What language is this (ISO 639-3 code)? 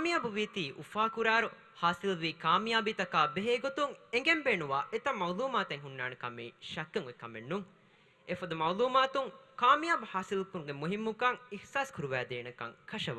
div